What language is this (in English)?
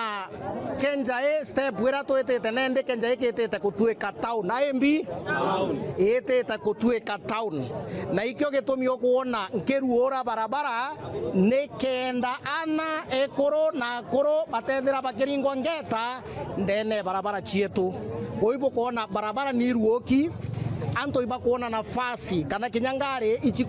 Meru